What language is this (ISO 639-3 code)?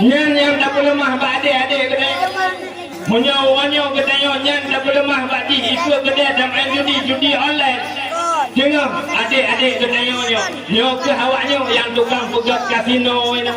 ace